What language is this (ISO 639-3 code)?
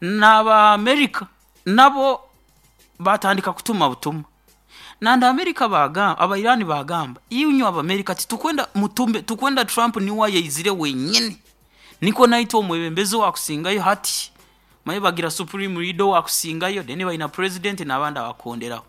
nyo